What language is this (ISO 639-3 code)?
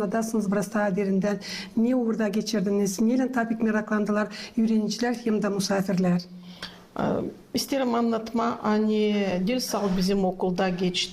gag